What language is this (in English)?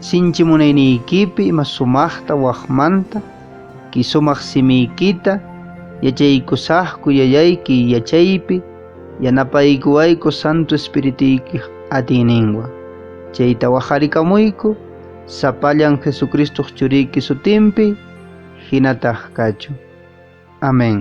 Quechua